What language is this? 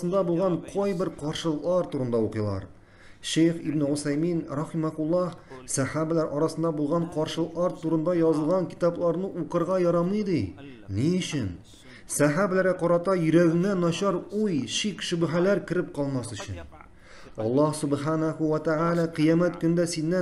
Tatar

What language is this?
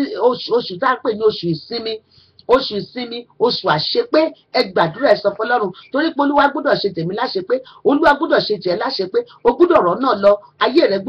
Yoruba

